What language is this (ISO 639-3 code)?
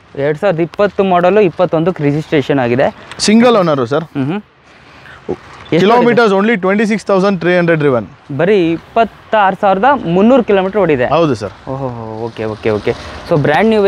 kan